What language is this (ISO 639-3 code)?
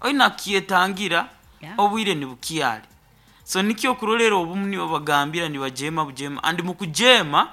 nyn